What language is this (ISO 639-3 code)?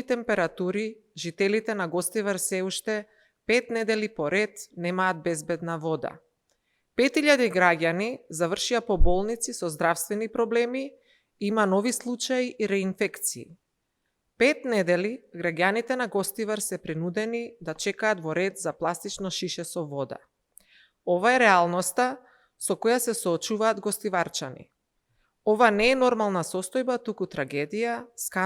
mkd